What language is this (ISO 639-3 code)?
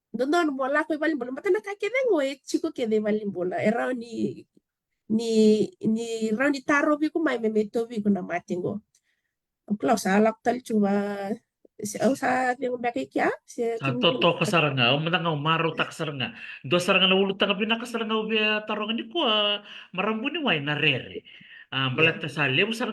fij